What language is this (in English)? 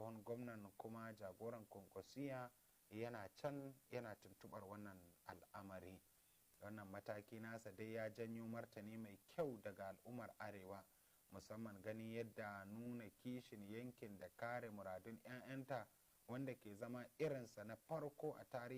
Hausa